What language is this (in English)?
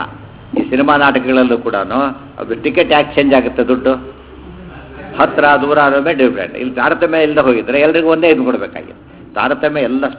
Kannada